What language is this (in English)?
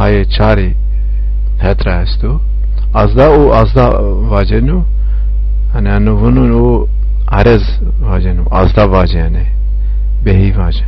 Zaza